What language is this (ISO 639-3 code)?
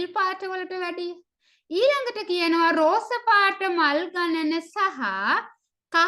sin